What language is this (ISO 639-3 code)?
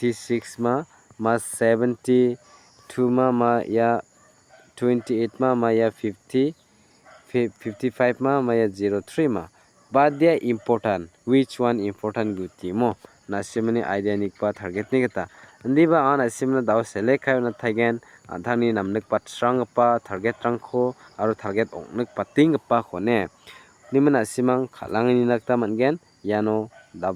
grt